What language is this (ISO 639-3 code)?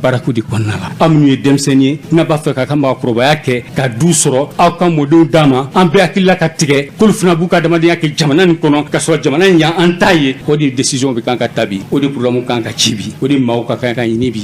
bam